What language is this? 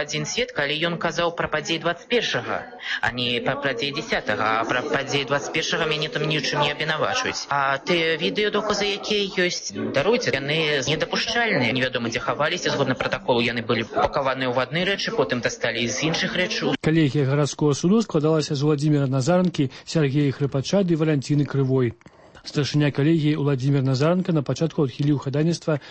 Belarusian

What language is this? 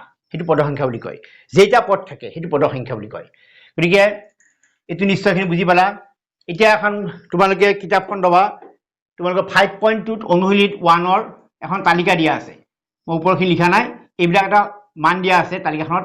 Assamese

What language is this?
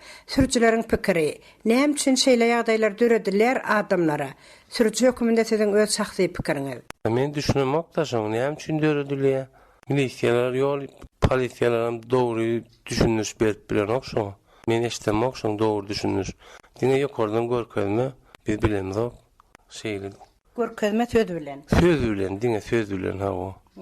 Turkmen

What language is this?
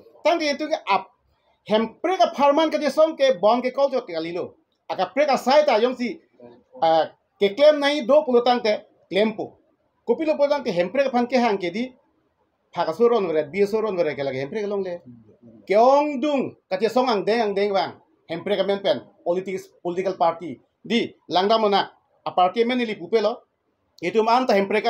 Karbi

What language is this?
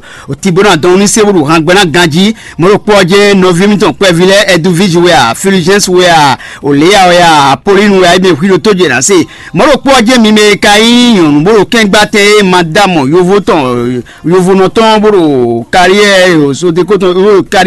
Fon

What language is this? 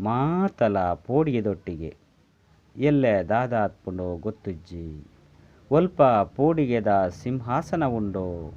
Tulu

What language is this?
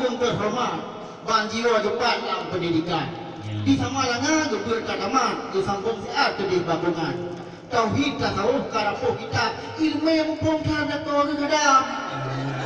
Achinese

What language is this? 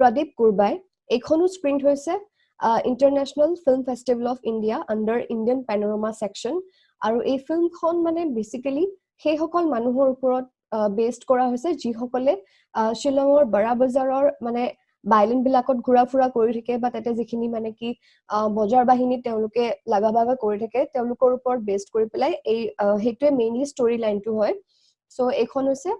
Assamese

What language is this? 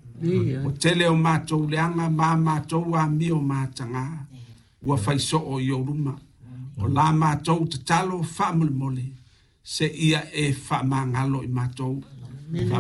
Samoan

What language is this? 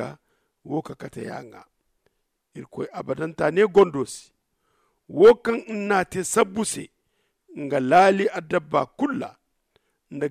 Zarma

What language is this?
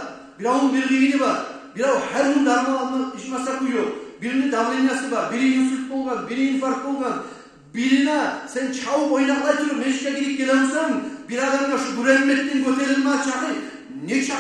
Kumyk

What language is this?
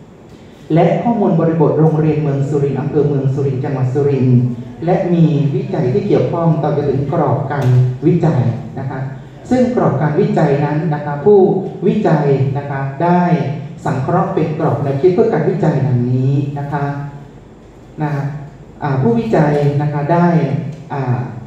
Thai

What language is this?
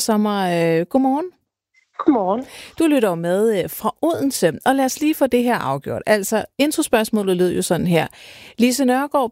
Danish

